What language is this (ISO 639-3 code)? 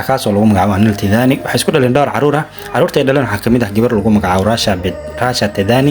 som